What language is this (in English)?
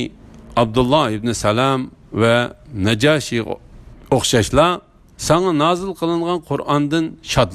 Uyghur